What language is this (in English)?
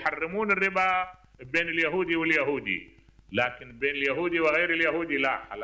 Mesopotamian Arabic